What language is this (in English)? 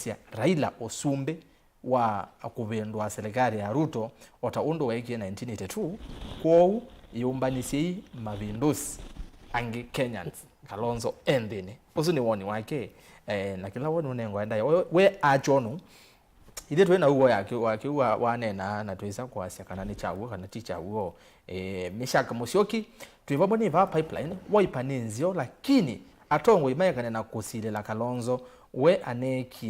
Kamba